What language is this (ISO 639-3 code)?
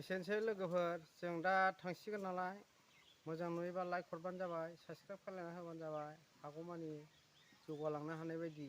brx